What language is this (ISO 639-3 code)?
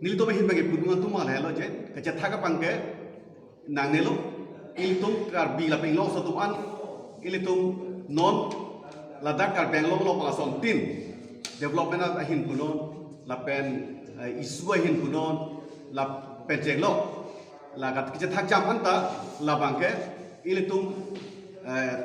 mjw